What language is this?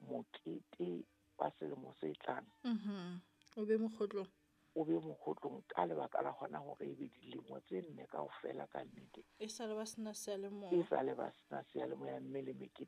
Southern Sotho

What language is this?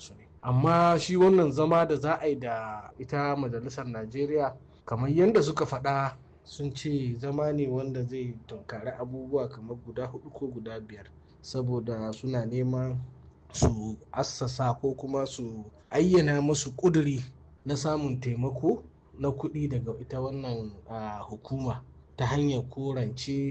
Hausa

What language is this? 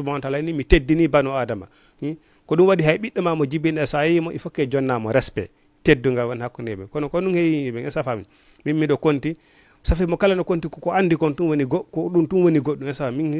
Fula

